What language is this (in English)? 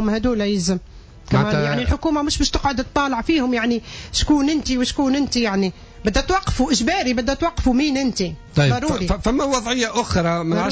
Tunisian Arabic